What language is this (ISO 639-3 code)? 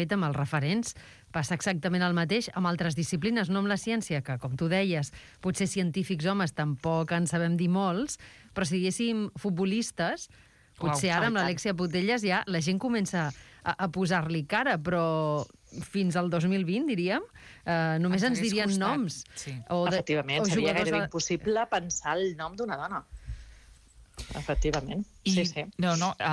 cat